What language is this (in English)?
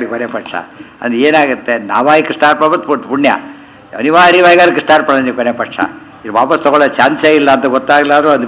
Kannada